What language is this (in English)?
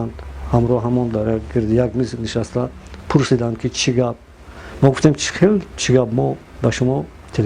Tajik